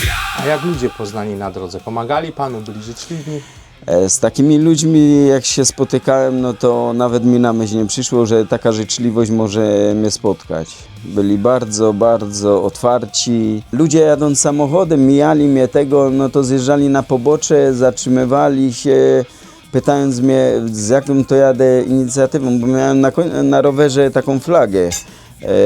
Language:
Silesian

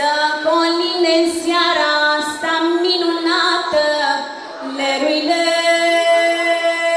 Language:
Romanian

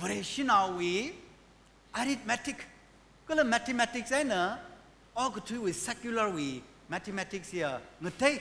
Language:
Tangkhul Naga (India)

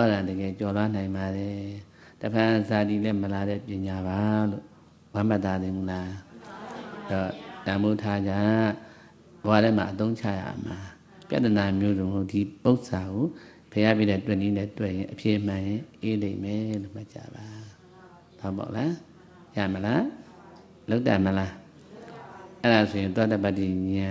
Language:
Burmese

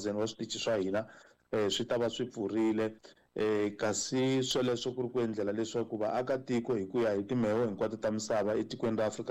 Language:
Tsonga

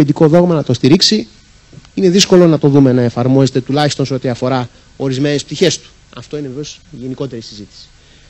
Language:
Greek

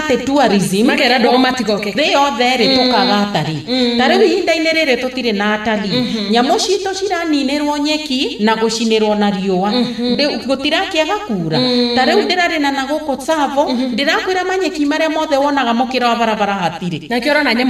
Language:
Kikuyu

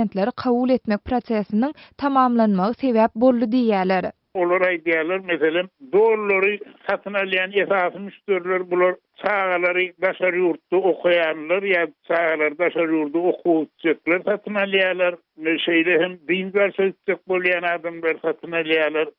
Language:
Turkmen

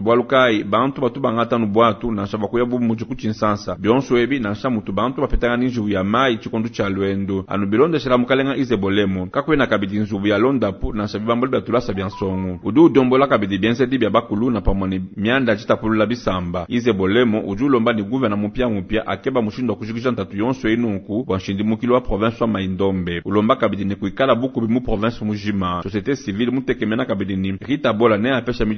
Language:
Luba-Lulua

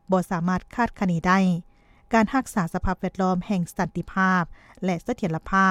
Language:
Lao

